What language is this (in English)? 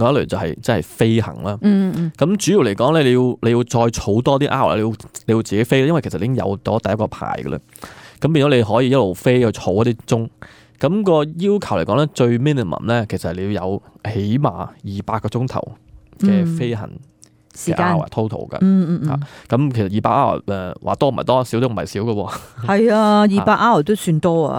Cantonese